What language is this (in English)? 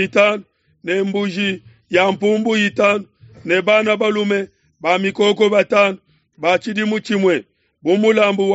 Luba-Lulua